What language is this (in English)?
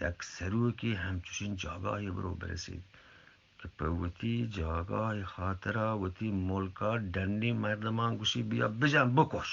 Eastern Balochi